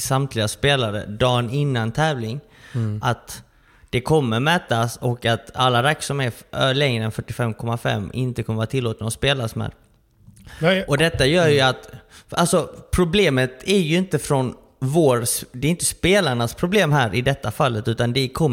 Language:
Swedish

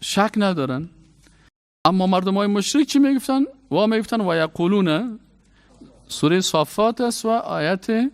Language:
Persian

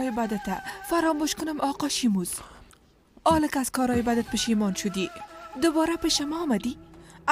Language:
Persian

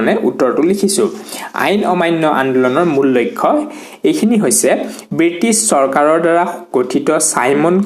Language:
Assamese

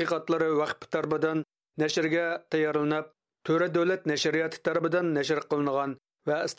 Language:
Uyghur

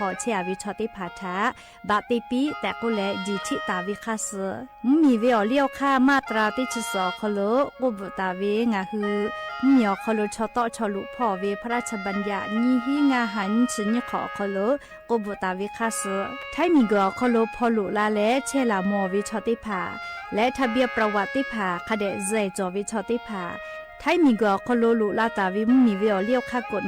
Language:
Lahu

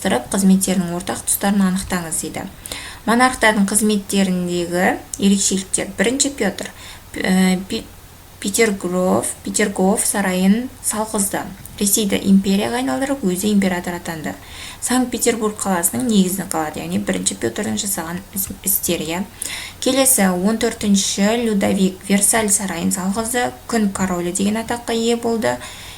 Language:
Kazakh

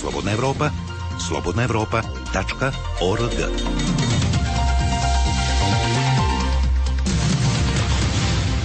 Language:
Serbian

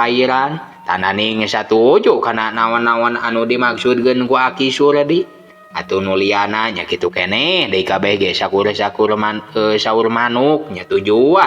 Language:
Sundanese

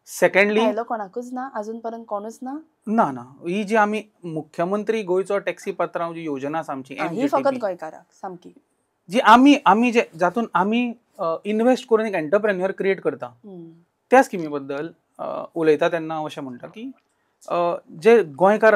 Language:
Konkani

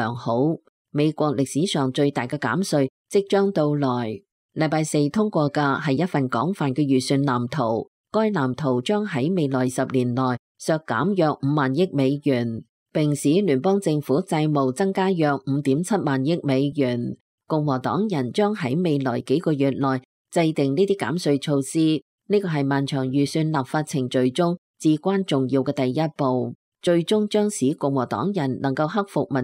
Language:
Cantonese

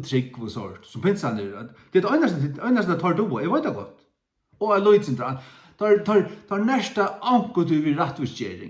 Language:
Faroese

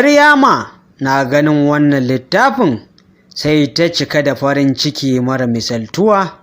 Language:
Hausa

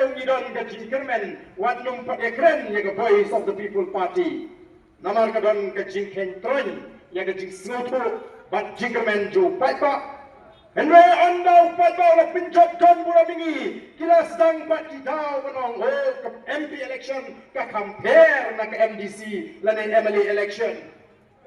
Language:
Khasi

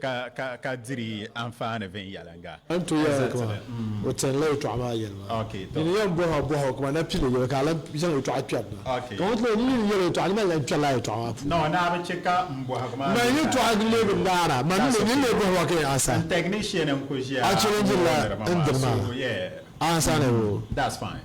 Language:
Dagbani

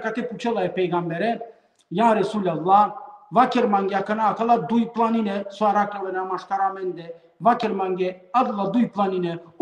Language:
Balkan Romani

